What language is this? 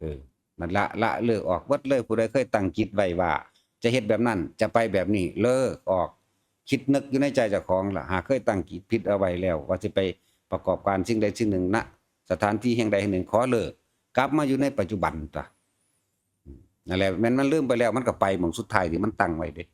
Northeastern Thai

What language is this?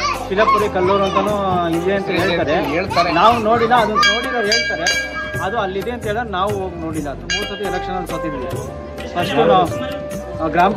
Kannada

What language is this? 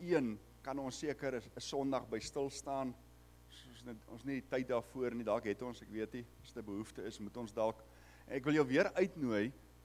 Afrikaans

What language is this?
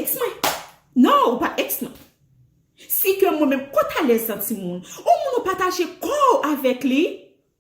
Haitian Creole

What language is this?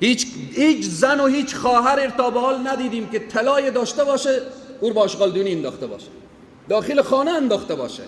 Persian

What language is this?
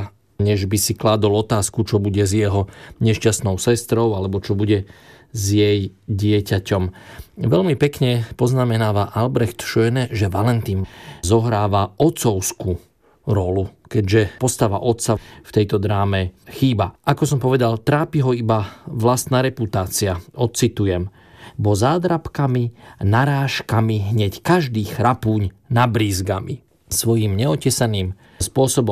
Slovak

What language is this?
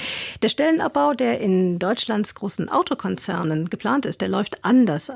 German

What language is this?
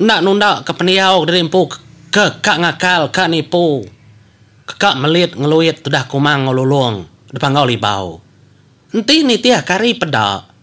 Iban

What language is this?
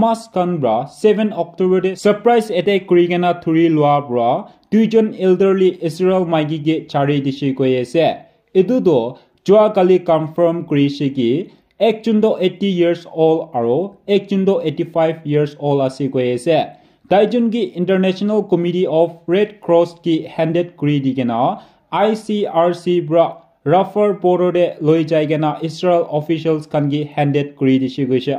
Naga Pidgin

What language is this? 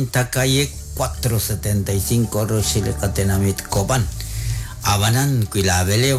Kekchí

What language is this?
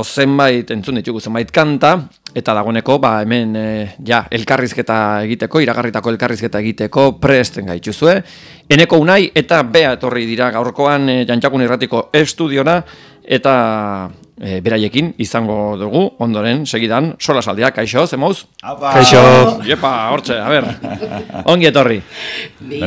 Basque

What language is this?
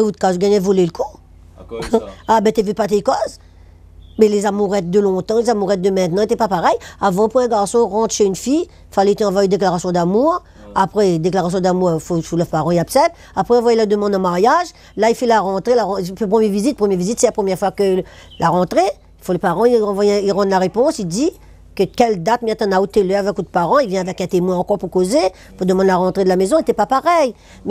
Réunion Creole French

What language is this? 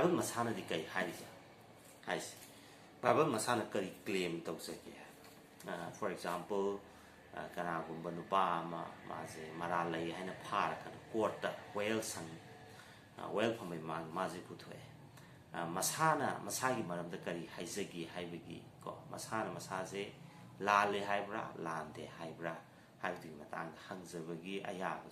Manipuri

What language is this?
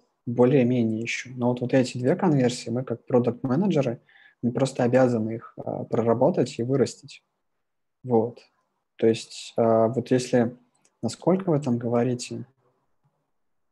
Russian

